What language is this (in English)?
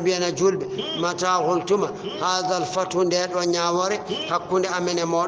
Fula